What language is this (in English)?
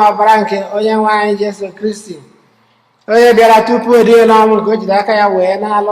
Igbo